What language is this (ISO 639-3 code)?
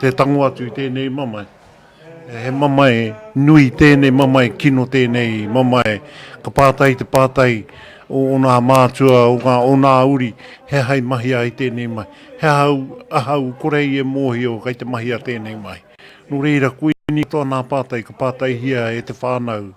mri